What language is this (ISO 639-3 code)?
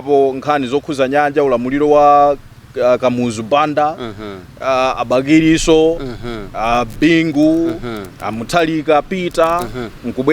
nya